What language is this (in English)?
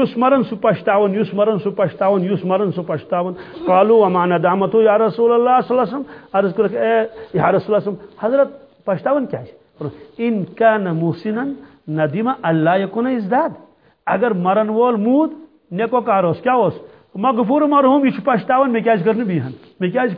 Kashmiri